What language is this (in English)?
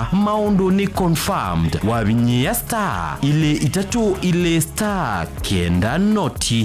Kamba